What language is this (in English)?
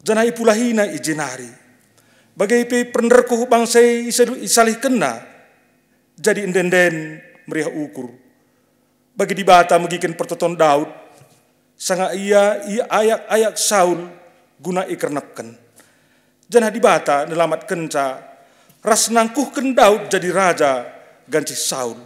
Batak Karo